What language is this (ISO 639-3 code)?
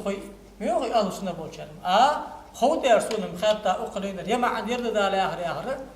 inh